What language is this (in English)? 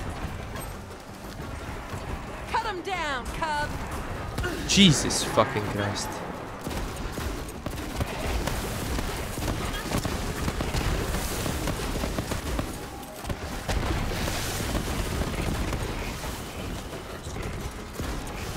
Czech